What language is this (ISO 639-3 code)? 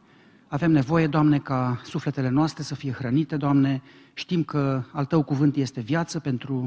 ron